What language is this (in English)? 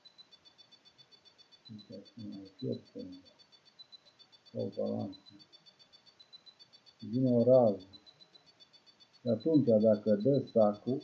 Romanian